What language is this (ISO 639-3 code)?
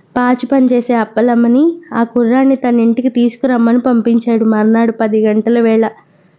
tel